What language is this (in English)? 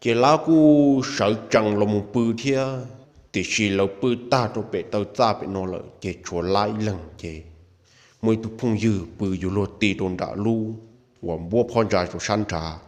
Hmong